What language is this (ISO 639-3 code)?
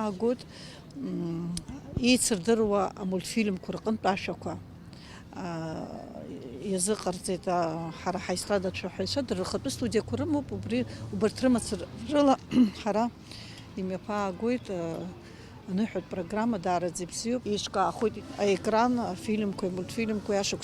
abk